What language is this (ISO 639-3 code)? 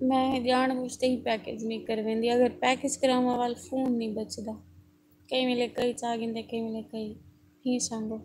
skr